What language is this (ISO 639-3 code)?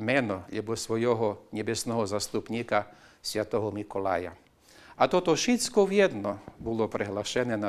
rue